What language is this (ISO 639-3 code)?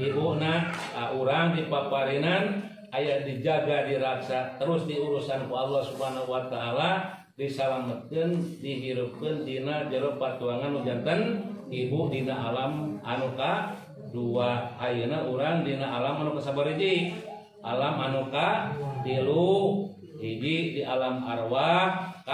sun